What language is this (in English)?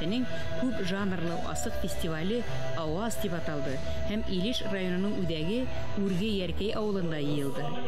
Bashkir